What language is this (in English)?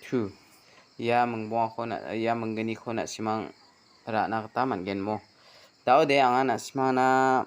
Garo